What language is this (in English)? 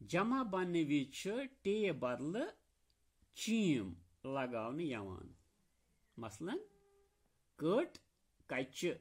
Kashmiri